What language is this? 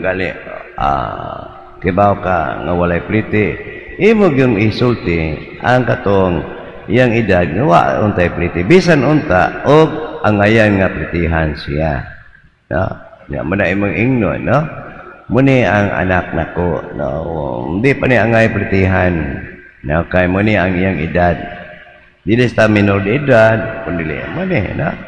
Cebuano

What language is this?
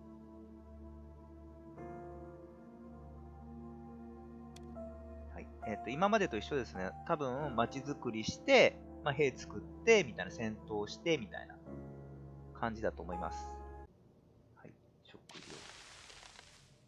Japanese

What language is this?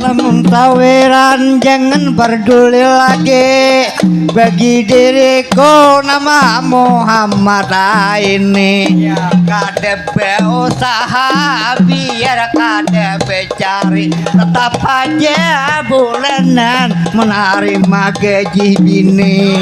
Banjar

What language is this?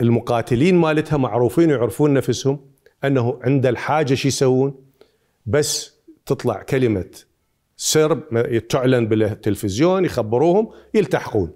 Mesopotamian Arabic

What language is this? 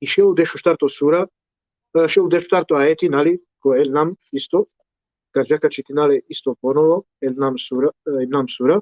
Balkan Romani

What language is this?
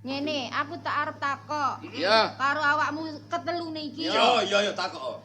Javanese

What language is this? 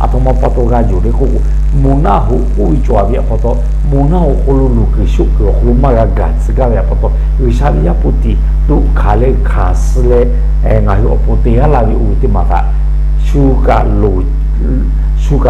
Lahu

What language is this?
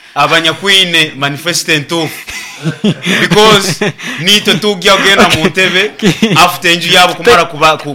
Nyoro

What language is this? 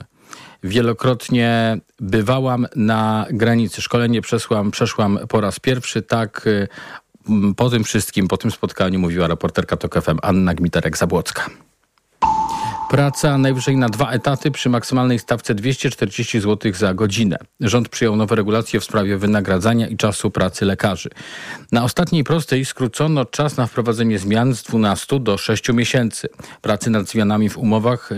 Polish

